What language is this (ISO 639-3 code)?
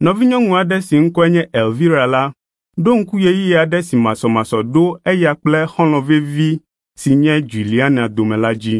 ewe